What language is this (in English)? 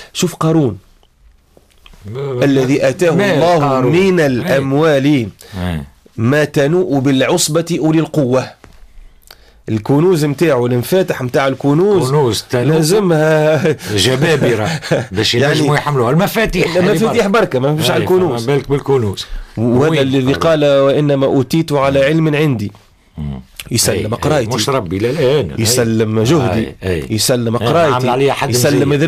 Tunisian Arabic